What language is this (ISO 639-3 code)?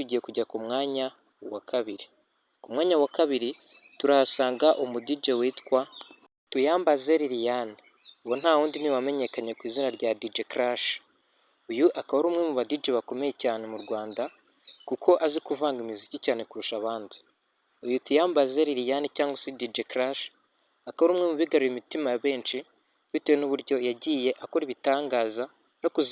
kin